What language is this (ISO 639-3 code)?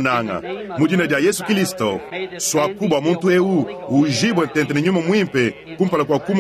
lua